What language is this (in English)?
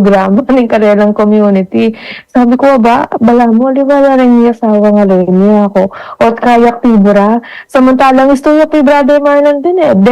Pampanga